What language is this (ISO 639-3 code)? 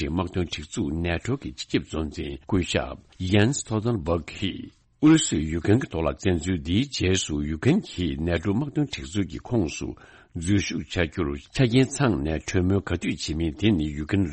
bod